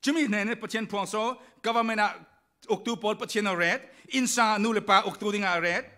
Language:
Falam Chin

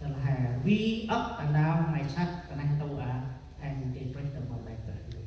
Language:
Central Mnong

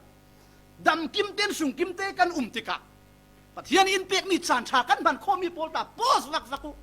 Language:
Falam Chin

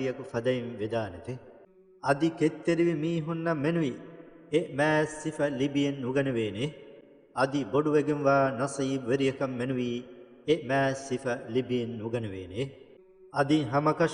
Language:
Divehi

